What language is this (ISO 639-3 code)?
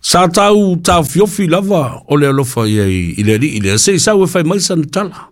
smo